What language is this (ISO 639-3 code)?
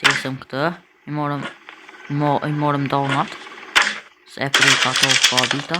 sqi